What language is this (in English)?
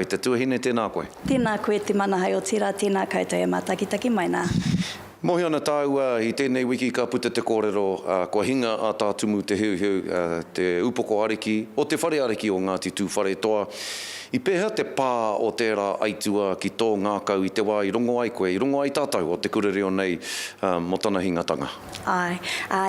Māori